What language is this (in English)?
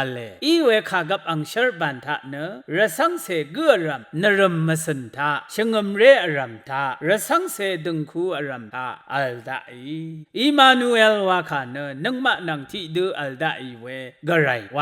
Rawang